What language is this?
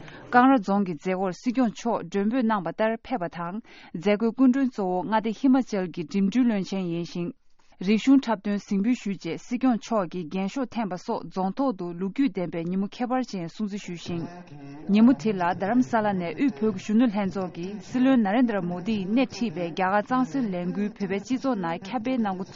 Tibetan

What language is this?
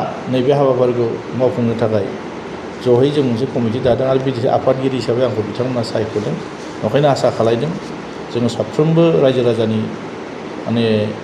Bodo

